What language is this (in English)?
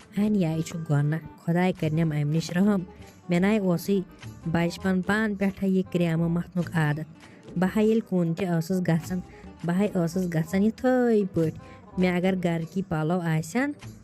Kashmiri